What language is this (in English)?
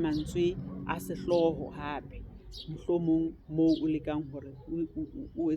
Southern Sotho